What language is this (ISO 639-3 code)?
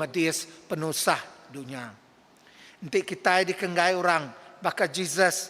iba